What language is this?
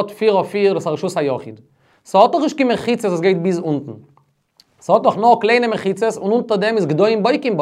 Yiddish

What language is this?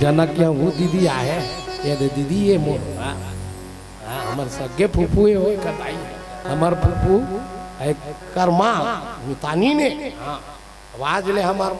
Chhattisgarhi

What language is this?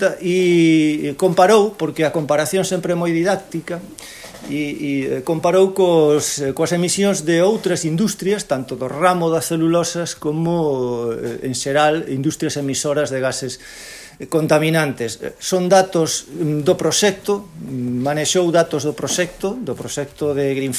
Galician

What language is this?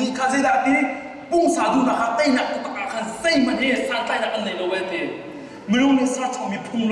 Hakha Chin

